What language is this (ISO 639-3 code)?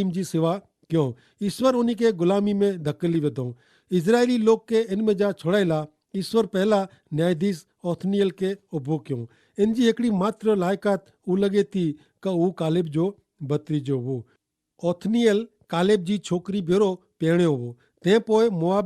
kfr